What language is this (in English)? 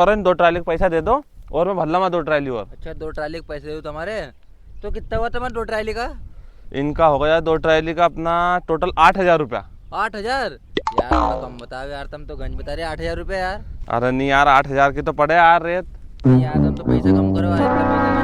Rajasthani